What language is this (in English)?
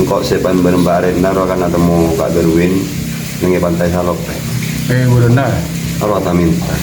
Madurese